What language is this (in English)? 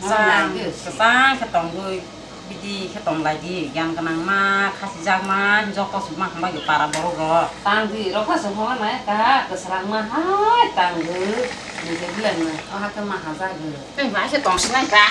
Kok Borok